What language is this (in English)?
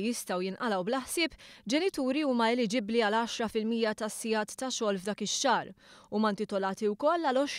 Maltese